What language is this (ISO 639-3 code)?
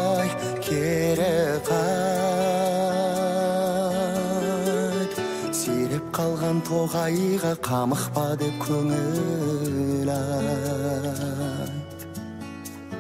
kaz